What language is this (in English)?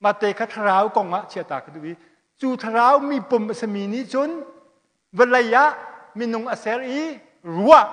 Hakha Chin